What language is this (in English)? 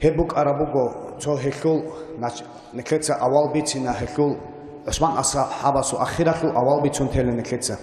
Avaric